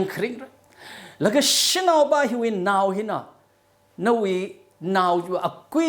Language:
Tangkhul Naga (India)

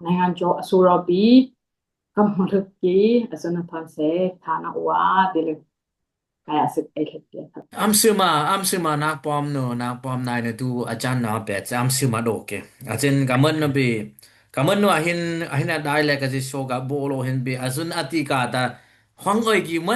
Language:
Dimasa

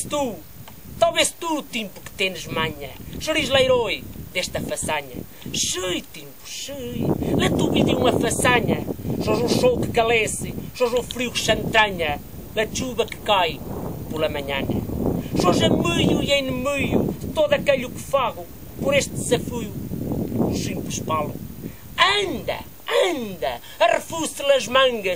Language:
Mirandese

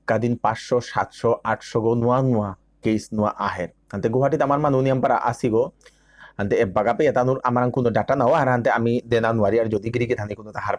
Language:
Bishnupriya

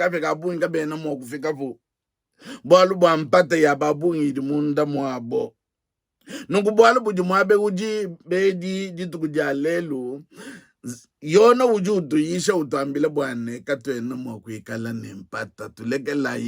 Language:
Luba-Lulua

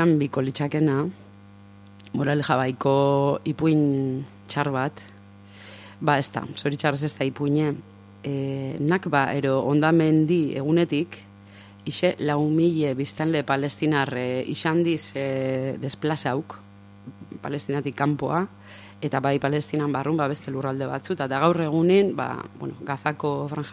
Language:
Basque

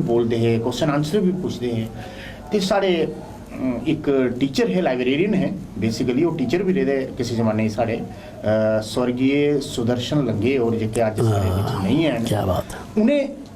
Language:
Dogri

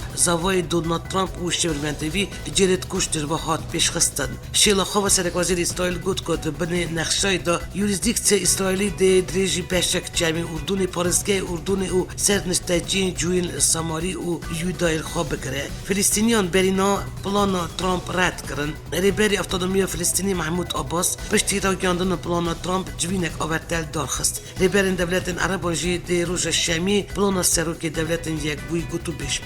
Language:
Kurdish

